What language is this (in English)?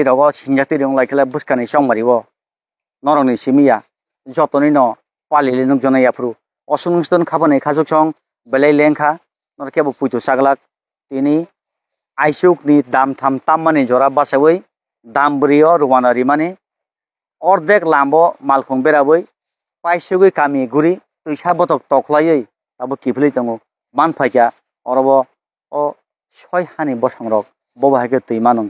Kok Borok